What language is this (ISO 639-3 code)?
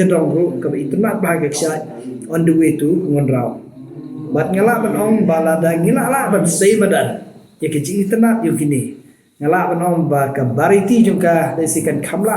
kha